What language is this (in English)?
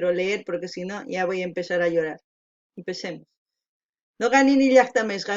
South Bolivian Quechua